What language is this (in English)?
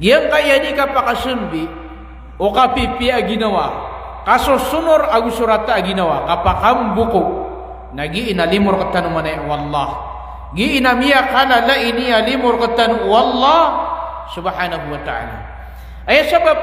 Maranao